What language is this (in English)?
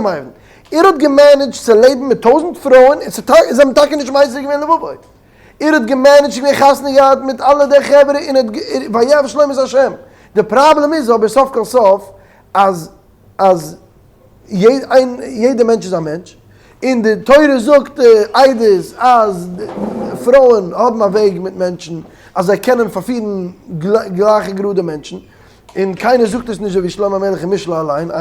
Yiddish